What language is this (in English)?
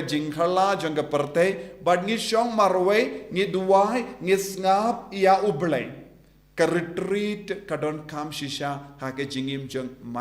Khasi